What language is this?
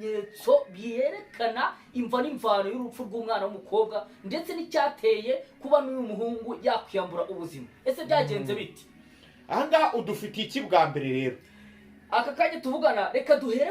Kinyarwanda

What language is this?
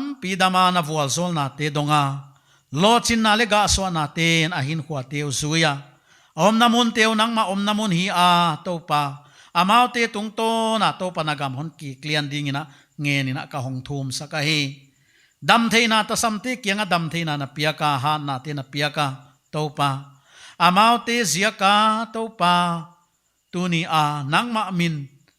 Paite Chin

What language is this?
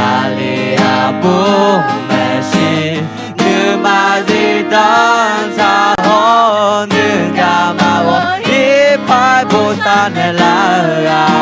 Akha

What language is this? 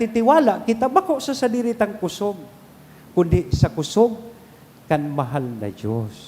Bikol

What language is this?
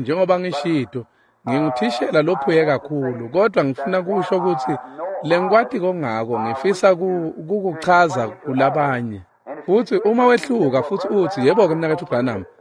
Swati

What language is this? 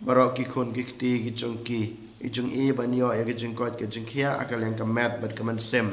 Khasi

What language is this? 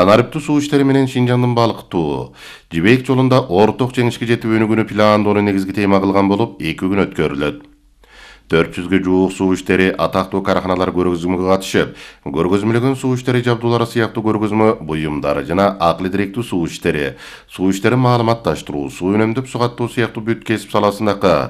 Kyrgyz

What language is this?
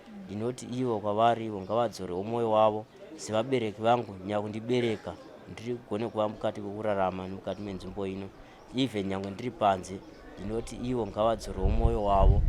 Shona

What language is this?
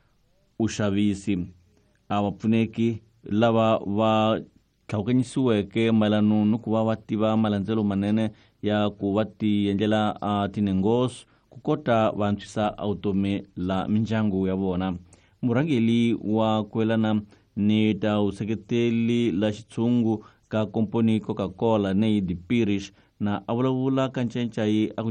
Tsonga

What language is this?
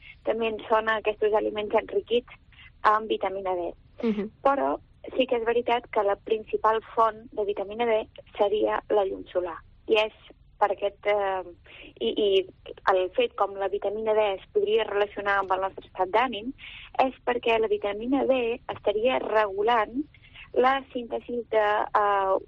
Catalan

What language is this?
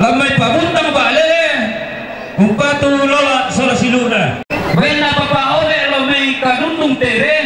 Toraja-Sa'dan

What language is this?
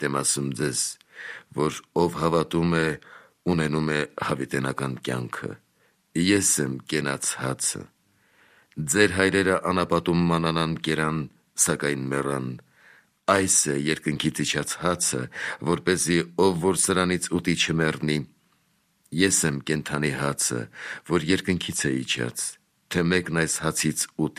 Armenian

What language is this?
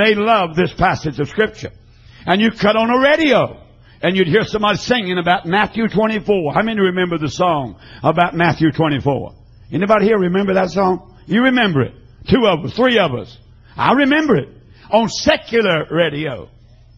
English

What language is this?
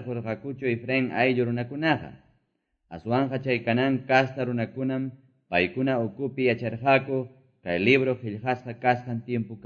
Quechua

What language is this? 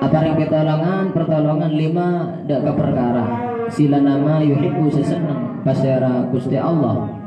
Madurese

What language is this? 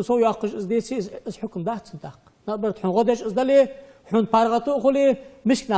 Ingush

